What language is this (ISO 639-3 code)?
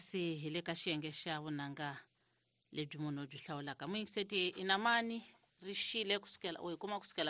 tso